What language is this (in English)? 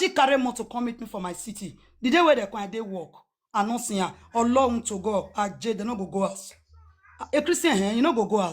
Nigerian Pidgin